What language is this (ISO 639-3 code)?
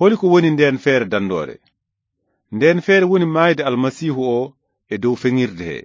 ful